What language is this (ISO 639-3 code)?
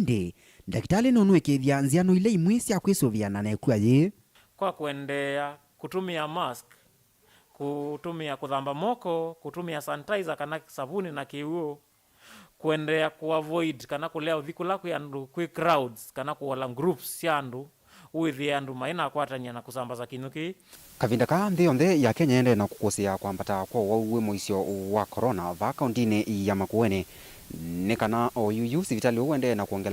kam